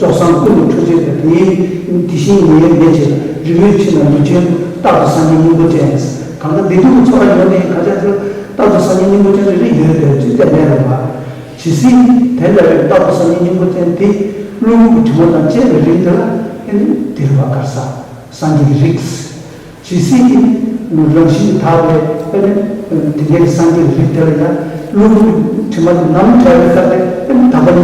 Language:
Tibetan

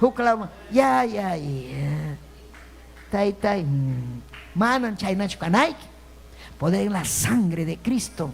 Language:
Ayacucho Quechua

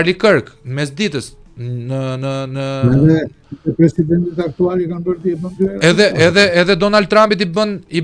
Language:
Albanian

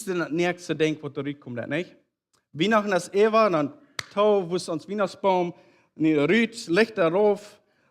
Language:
Plautdietsch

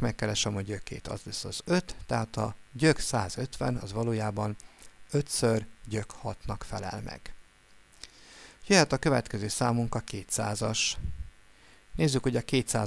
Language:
Hungarian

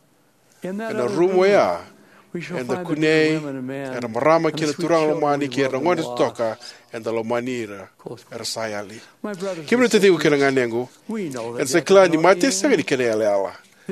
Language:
Fijian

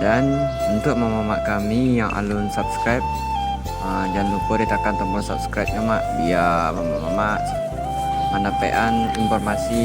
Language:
Minangkabau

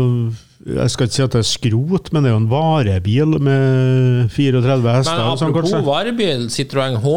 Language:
Norwegian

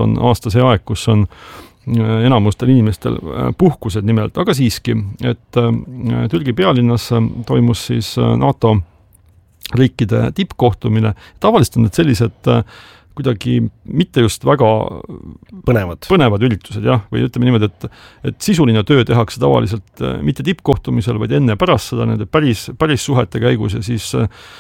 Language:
Estonian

